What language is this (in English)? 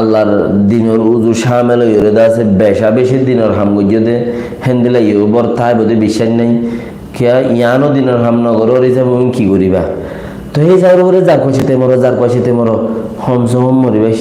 Rohingya